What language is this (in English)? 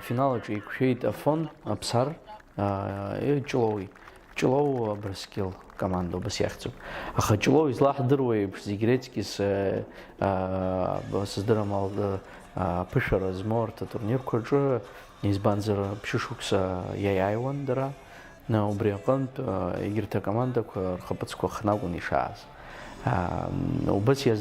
Abkhazian